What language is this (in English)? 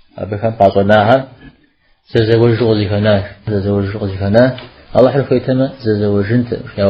Kabardian